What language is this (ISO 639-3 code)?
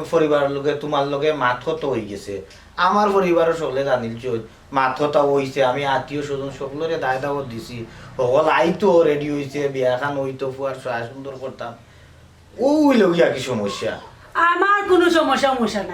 syl